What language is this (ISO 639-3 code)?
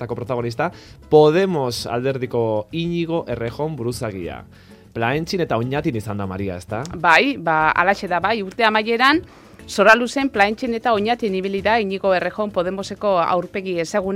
eus